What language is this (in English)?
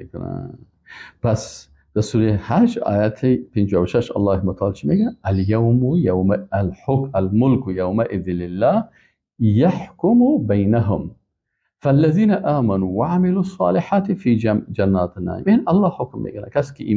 Persian